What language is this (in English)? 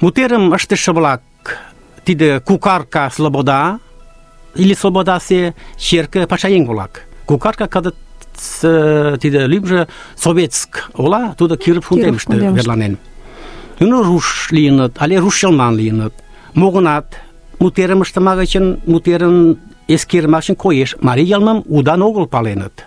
Mari